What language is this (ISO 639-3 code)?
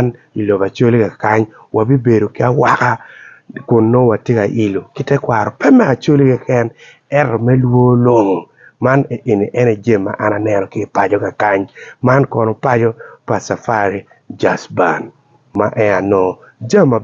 ach